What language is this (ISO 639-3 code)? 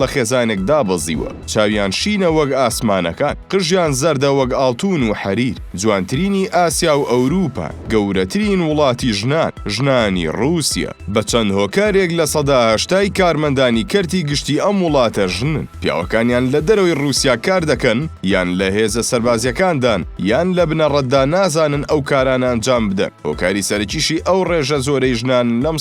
ckb